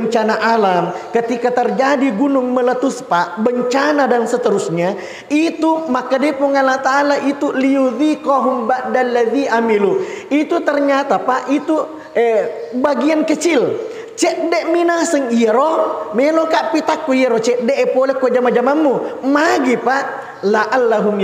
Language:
Buginese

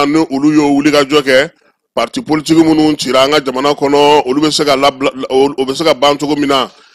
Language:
Bambara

